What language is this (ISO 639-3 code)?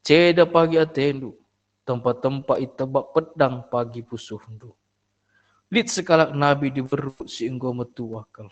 btx